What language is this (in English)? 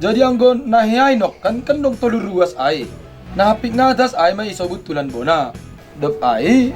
Batak Simalungun